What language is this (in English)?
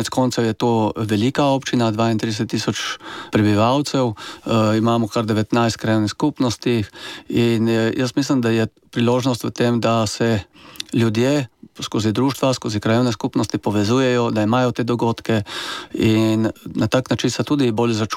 Slovenian